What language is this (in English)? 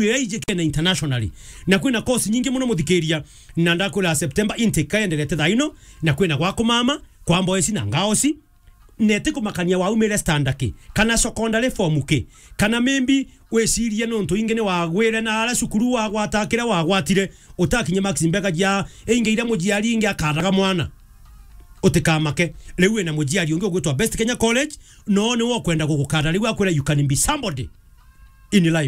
Meru